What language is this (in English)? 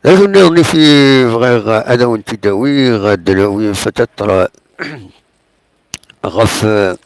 Kabyle